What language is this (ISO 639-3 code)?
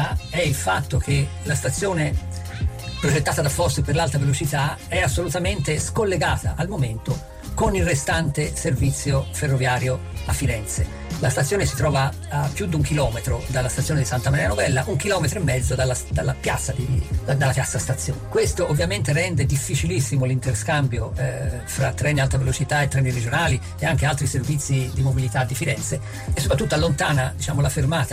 ita